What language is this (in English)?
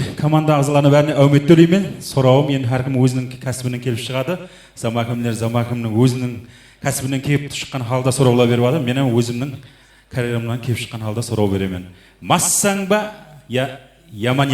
Kara-Kalpak